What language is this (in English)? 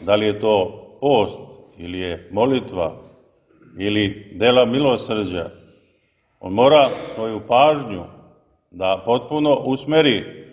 Serbian